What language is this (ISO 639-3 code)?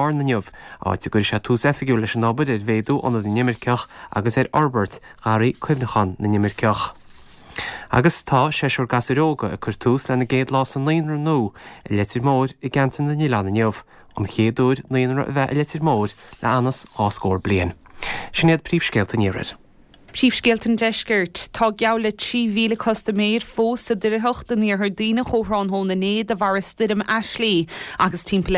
gle